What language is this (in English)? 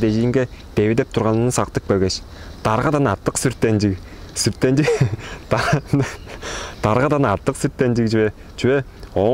Tuvinian